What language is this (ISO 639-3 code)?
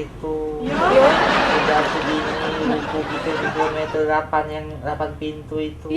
mui